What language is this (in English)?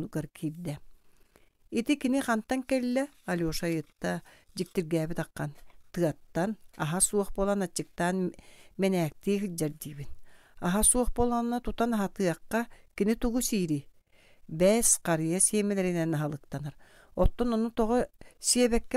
Yakut